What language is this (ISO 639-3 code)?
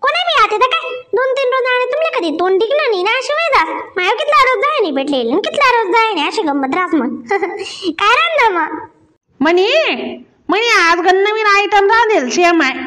khn